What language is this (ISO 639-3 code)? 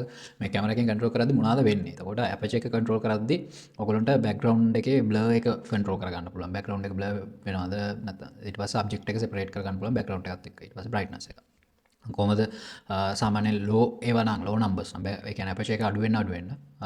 sin